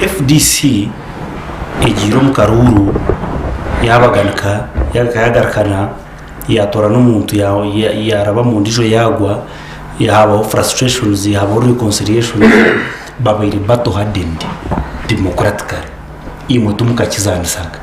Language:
Nyankole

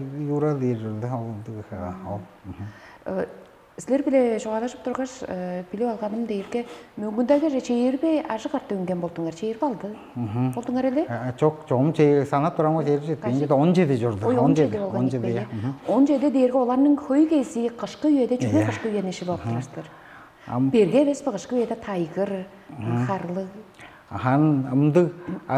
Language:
Tuvinian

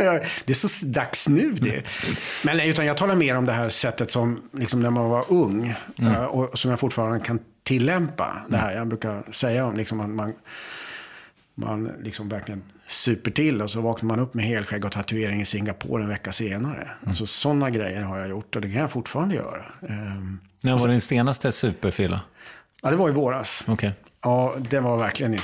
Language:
Swedish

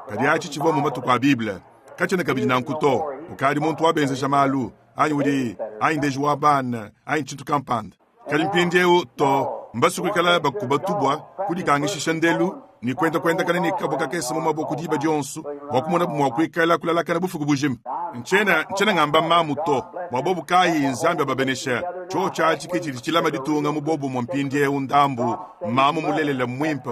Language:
Luba-Lulua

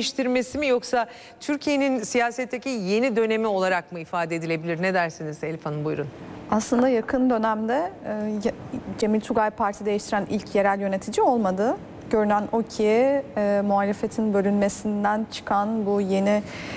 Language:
Turkish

